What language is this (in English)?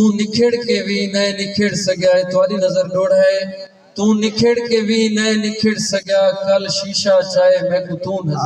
Saraiki